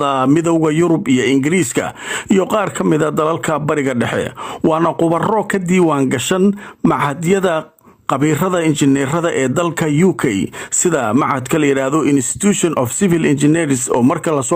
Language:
Somali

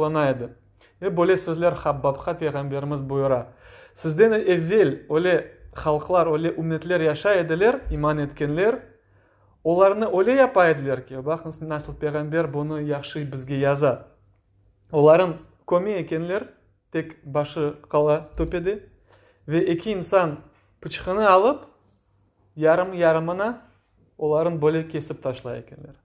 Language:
Crimean Tatar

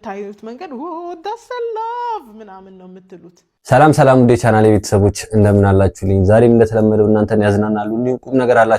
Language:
Amharic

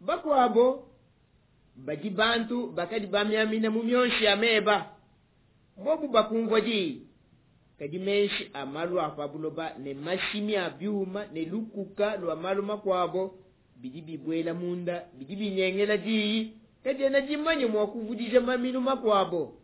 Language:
Luba-Lulua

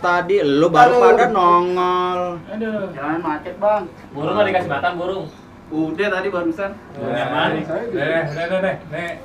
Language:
Betawi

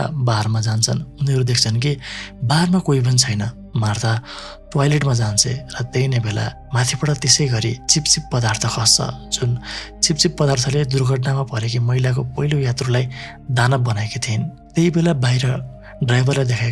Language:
Nepali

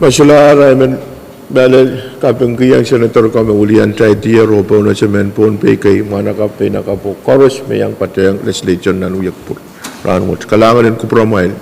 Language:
Pohnpeian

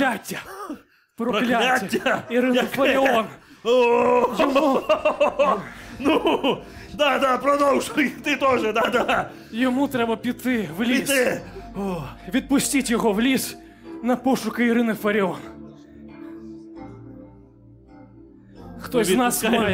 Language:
Ukrainian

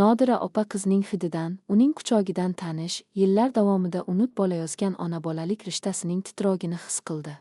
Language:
Uzbek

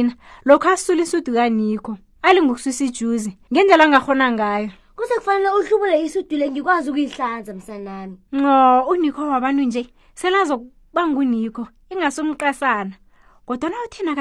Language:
South Ndebele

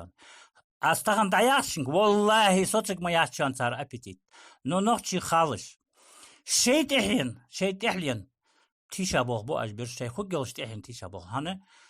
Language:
Ingush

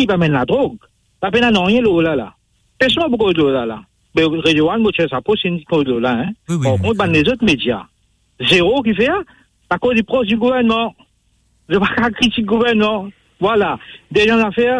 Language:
Morisyen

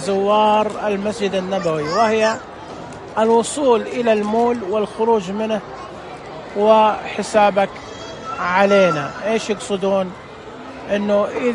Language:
Najdi Arabic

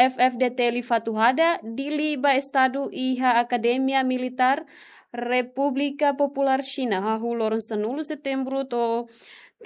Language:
Tetum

